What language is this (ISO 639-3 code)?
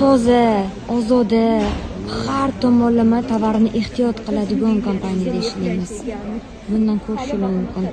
uzb